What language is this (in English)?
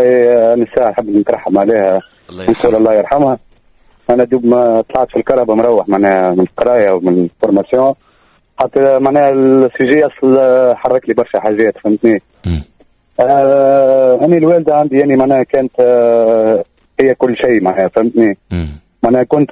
Tunisian Arabic